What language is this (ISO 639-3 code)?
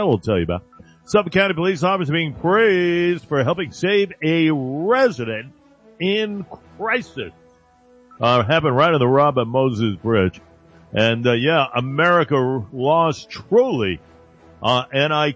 eng